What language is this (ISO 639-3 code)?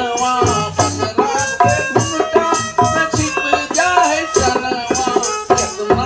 mag